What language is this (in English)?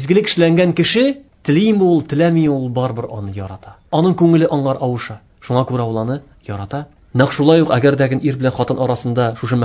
Tatar